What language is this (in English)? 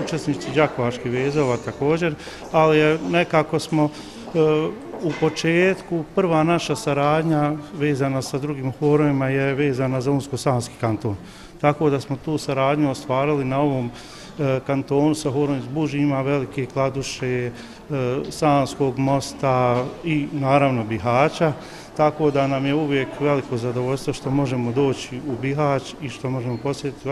Bosnian